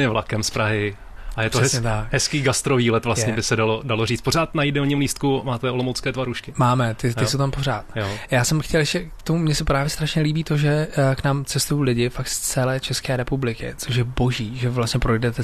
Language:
Czech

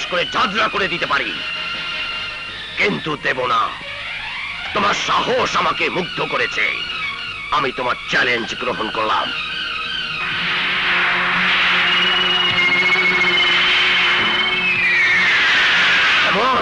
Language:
Bangla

